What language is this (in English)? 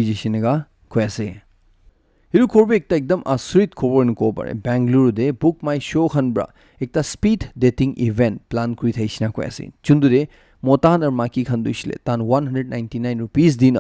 Naga Pidgin